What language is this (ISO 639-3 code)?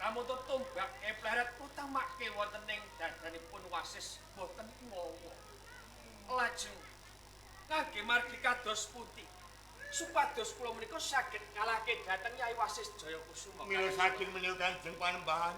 jav